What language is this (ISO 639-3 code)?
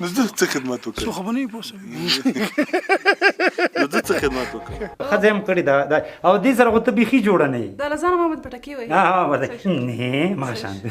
pus